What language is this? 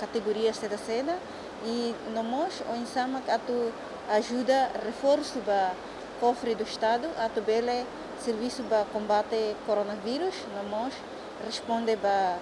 Tetum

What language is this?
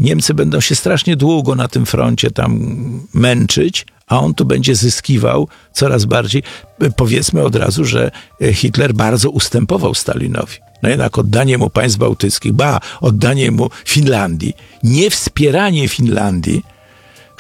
Polish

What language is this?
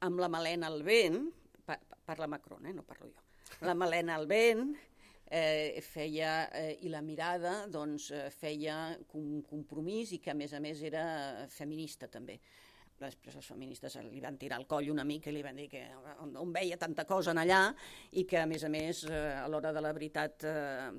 Catalan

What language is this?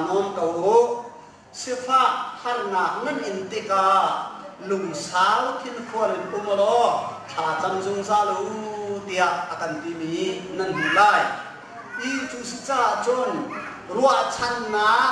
Hakha Chin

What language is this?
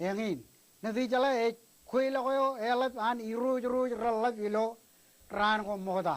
Marshallese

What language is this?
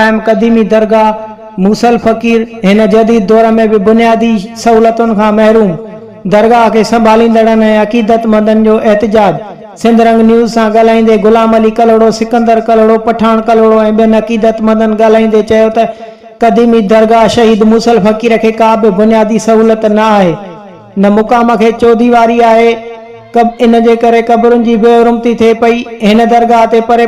Sindhi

